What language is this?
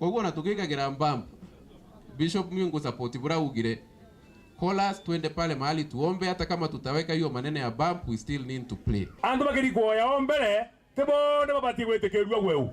Meru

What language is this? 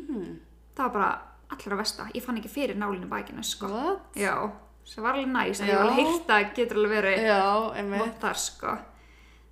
Icelandic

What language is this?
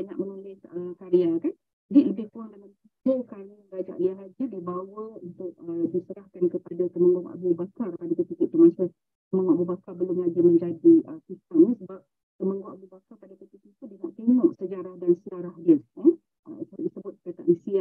Malay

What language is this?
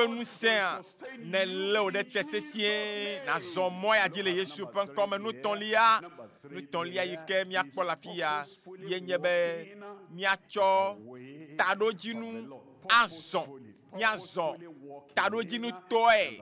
Ewe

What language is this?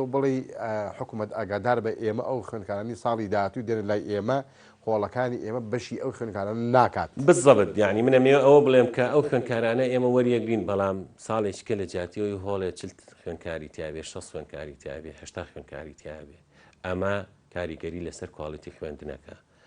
Central Kurdish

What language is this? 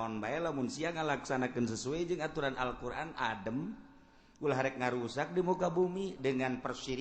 Sundanese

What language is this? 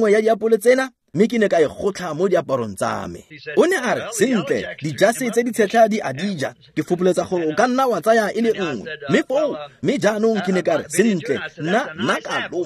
Tswana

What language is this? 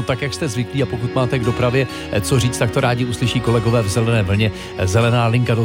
Czech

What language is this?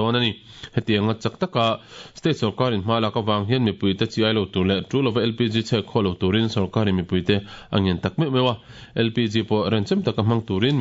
Mizo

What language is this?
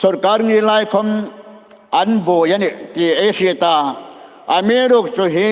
Hmar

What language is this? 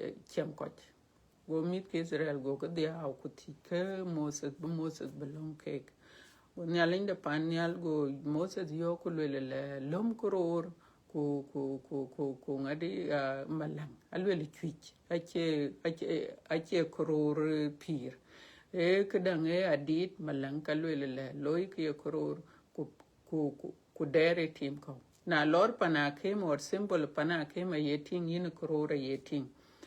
Dinka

